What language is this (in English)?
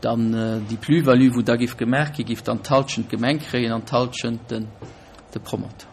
Luxembourgish